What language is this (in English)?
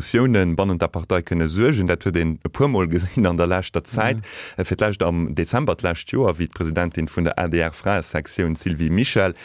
Luxembourgish